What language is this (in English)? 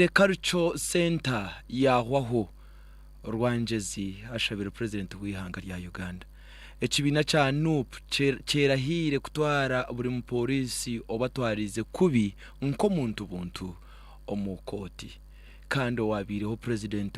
Nyankole